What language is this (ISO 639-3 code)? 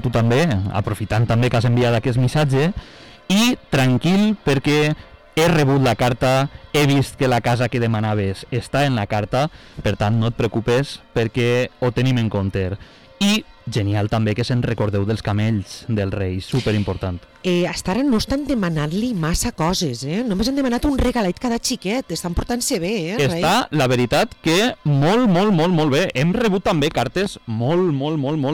cat